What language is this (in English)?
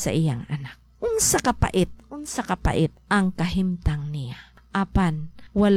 Cebuano